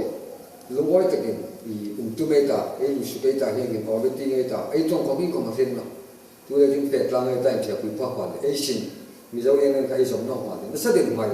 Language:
Hmar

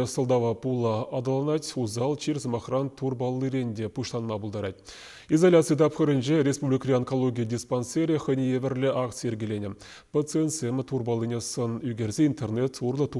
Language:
Chuvash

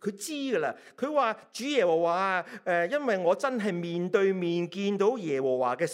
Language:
Cantonese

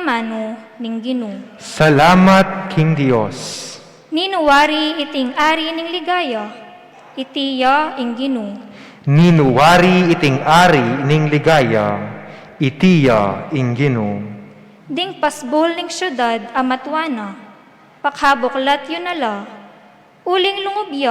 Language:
Pampanga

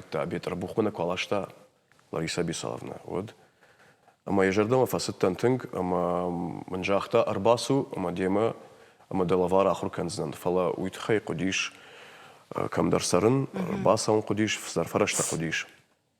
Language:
Ossetic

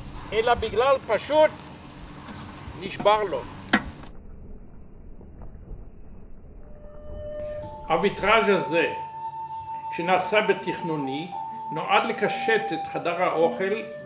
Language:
Hebrew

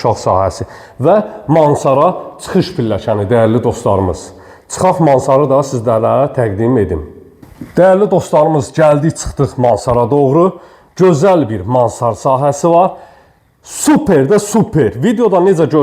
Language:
Azerbaijani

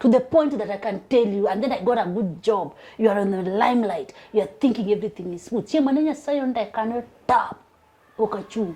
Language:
Luo (Kenya and Tanzania)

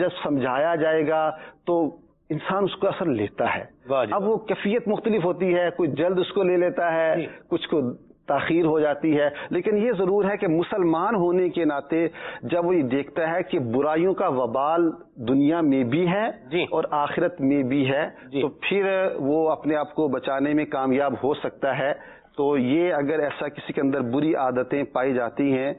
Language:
Urdu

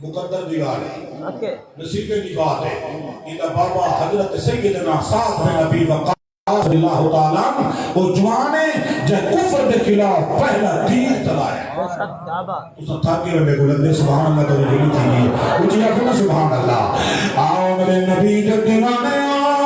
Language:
Saraiki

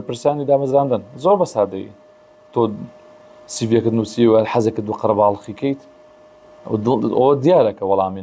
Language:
Central Kurdish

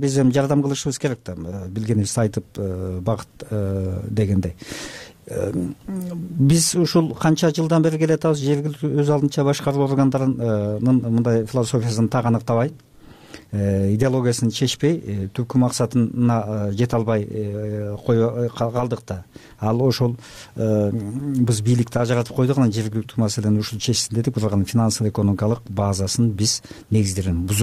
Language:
Kyrgyz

